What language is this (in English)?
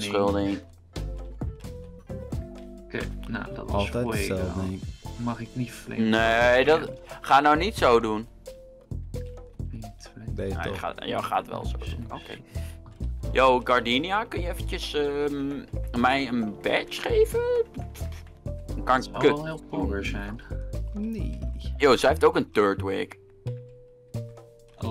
Dutch